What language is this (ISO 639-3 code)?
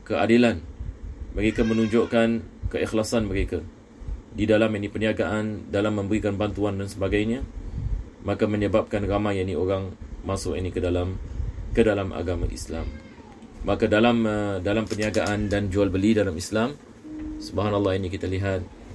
msa